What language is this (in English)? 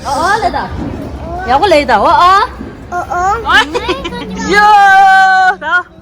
Tibetan